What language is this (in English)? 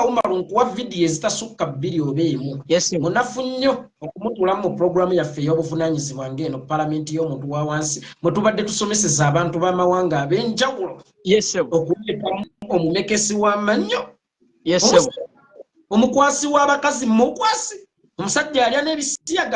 Ganda